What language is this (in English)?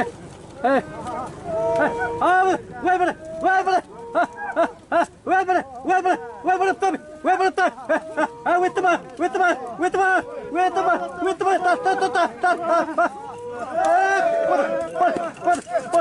Xavánte